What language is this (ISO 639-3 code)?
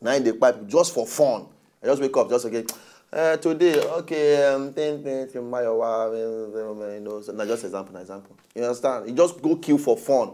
pcm